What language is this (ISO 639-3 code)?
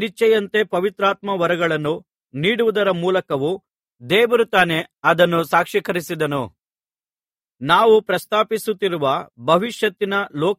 kan